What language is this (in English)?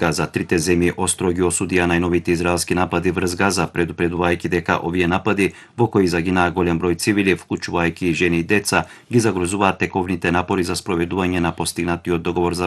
Macedonian